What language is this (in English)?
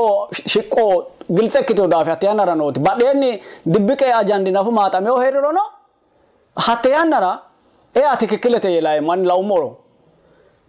Sidamo